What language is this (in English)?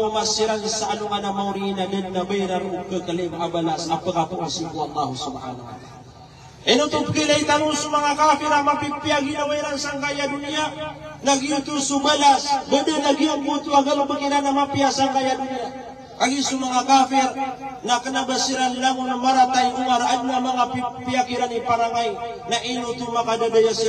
Maranao